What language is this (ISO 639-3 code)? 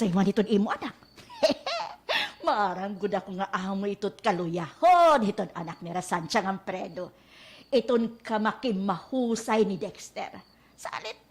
war